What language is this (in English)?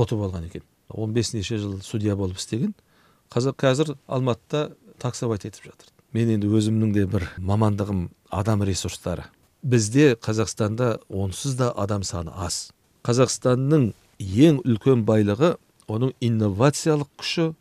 Kazakh